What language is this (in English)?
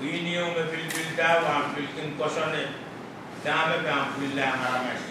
Pohnpeian